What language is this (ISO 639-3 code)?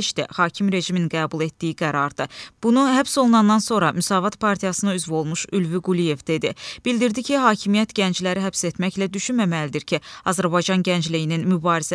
aze